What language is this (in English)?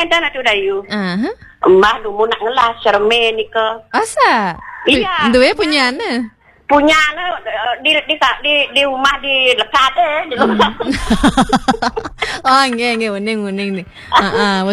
Balinese